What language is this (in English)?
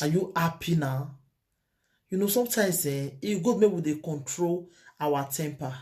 Nigerian Pidgin